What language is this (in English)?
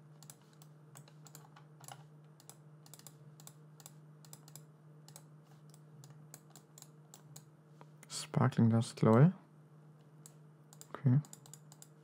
German